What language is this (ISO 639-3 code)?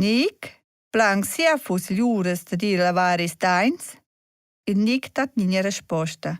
roh